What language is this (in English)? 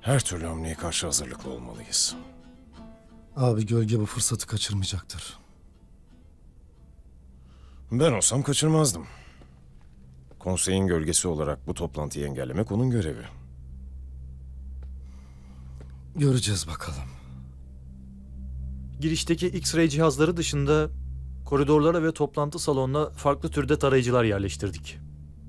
Turkish